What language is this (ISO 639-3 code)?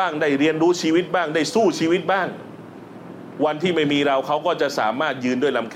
tha